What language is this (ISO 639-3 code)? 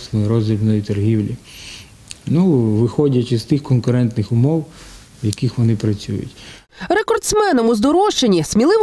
ukr